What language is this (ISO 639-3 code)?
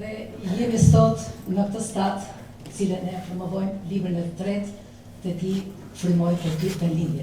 sqi